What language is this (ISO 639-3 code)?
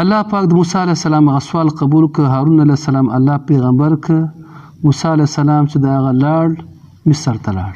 pus